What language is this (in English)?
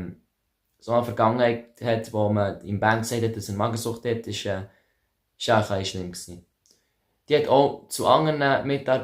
Swiss German